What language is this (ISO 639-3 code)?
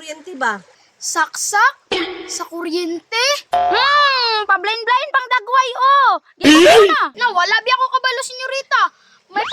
ceb